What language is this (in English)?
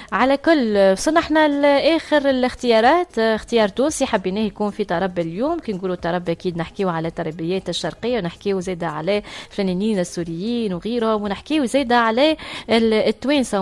Tunisian Arabic